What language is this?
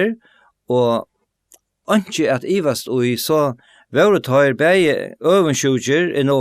Faroese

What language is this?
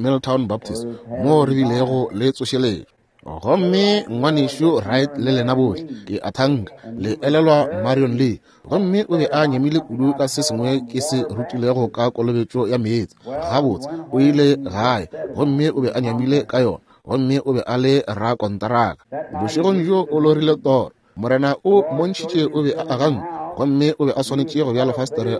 Northern Sotho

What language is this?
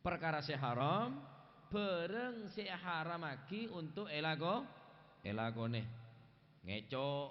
Madurese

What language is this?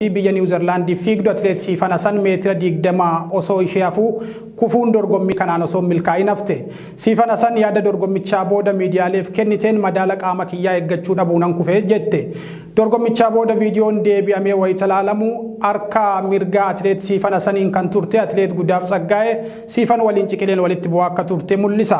Oromo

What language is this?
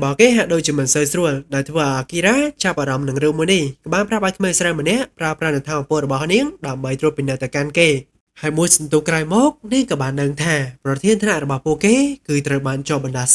Khmer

